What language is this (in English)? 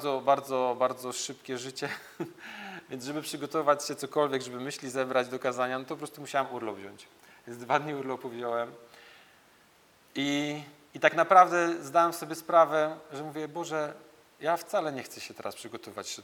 Polish